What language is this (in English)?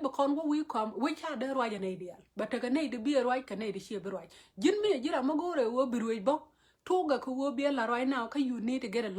Nuer